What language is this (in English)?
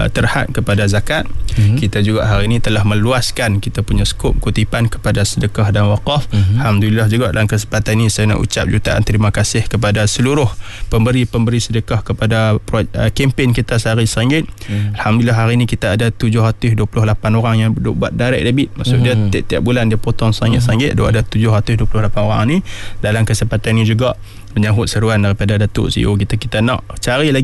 Malay